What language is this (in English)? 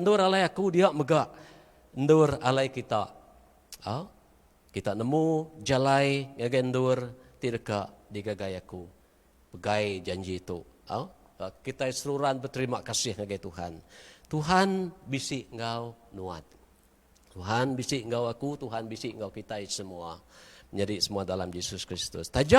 Iban